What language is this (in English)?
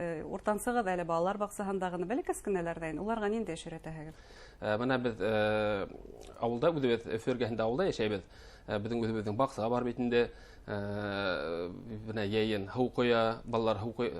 Bashkir